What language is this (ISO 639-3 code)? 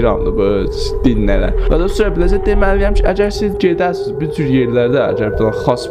azb